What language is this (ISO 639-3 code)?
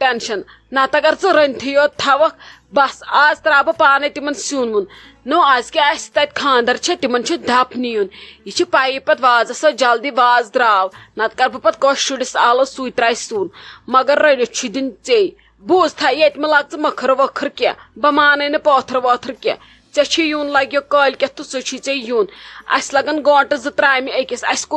kas